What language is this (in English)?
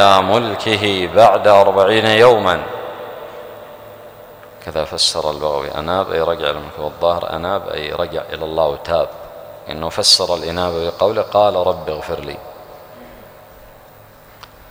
Arabic